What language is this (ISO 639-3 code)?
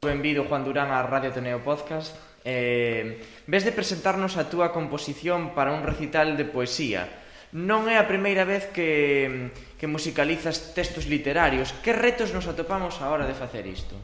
glg